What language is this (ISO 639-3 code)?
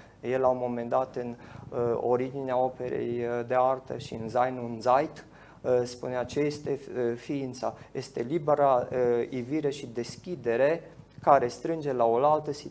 ron